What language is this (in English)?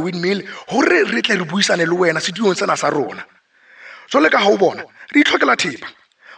Southern Sotho